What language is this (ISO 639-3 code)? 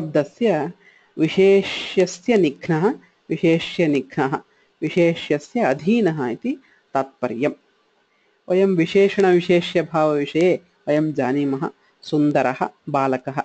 san